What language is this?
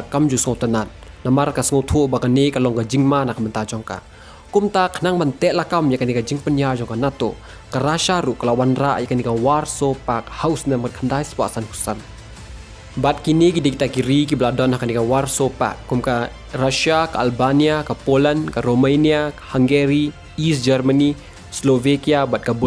Khasi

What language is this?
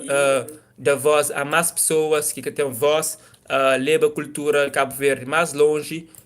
Kabuverdianu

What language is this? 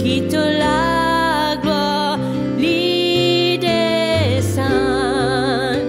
Morisyen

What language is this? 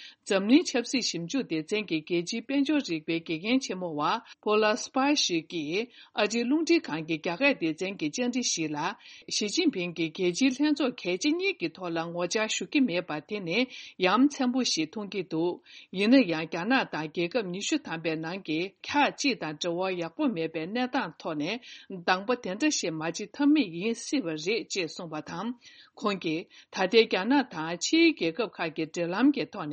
Tibetan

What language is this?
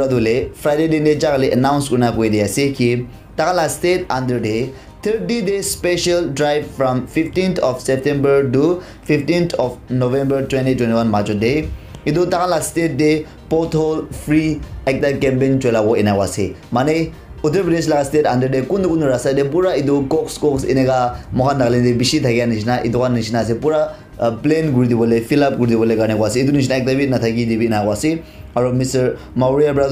Naga Pidgin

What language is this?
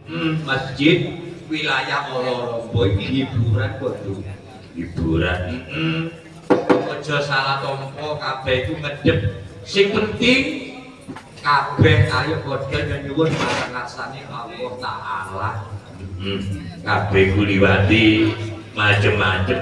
Javanese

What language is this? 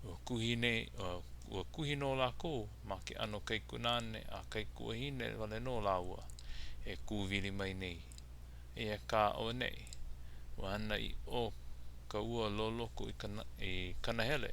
Hawaiian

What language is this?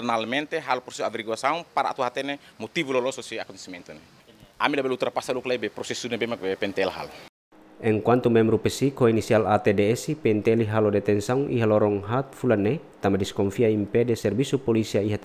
Tetum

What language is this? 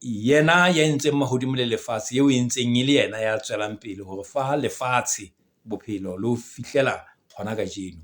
Southern Sotho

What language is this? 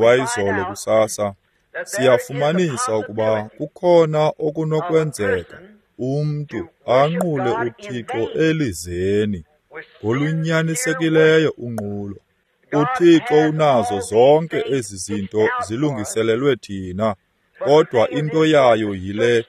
Xhosa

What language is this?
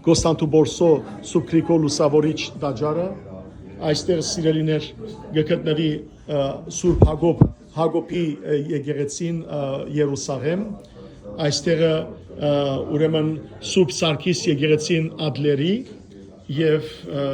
Western Armenian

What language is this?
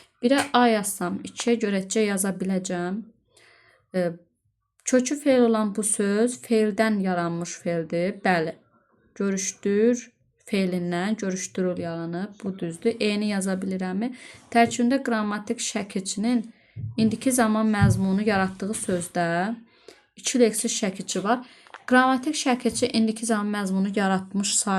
Azerbaijani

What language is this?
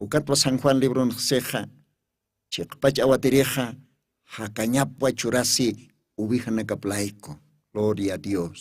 Aymara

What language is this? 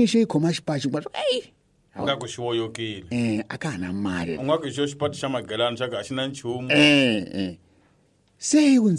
Tsonga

